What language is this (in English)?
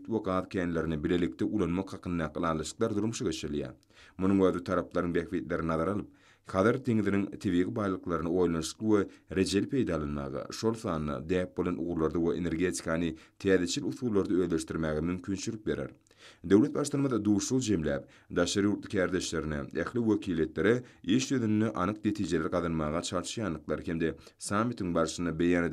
Turkmen